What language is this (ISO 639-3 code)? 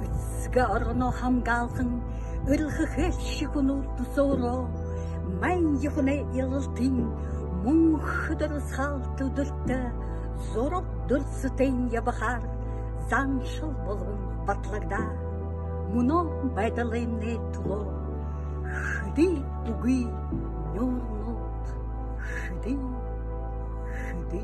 bua